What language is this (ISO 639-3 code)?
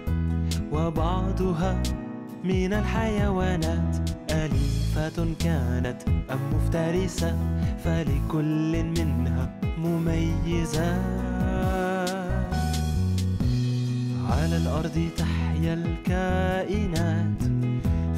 ara